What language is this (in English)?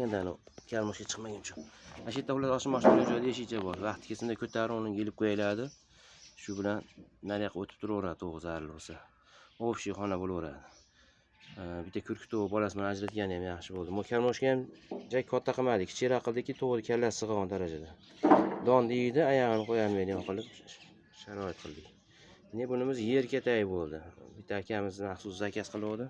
Uzbek